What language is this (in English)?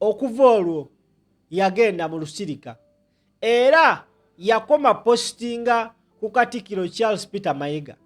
Ganda